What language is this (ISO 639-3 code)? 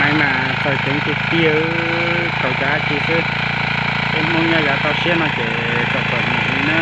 hmn